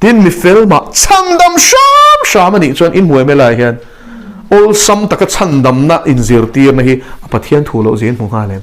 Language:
Mizo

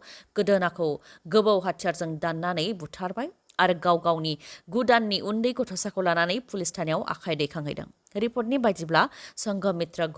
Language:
Bodo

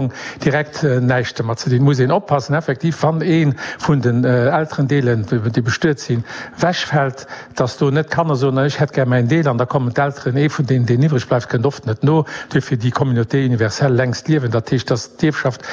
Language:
Luxembourgish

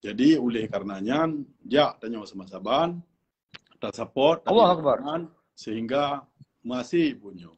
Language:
Achinese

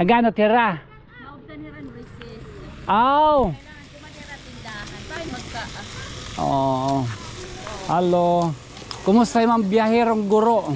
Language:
Waray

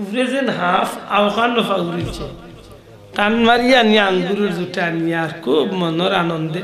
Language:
Sylheti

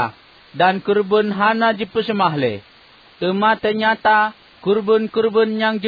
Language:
Achinese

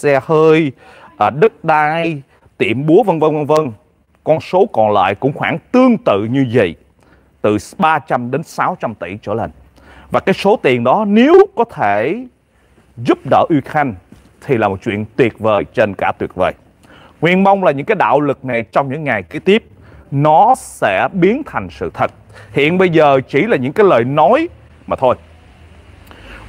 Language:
Vietnamese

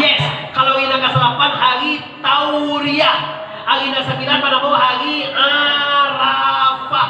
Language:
Minangkabau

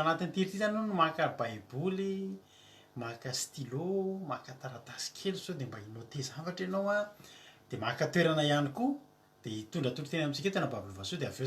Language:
Malagasy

